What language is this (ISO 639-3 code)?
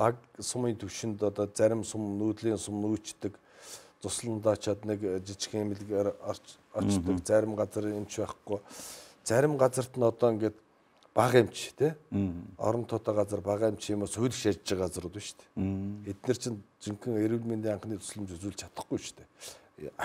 mon